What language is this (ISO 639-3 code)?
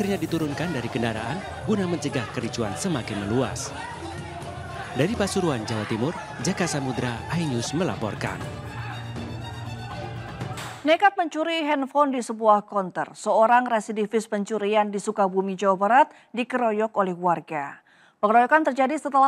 ind